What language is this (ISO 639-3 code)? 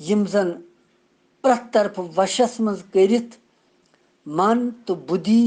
kas